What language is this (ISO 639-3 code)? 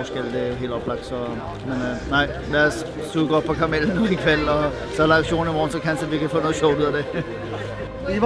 dan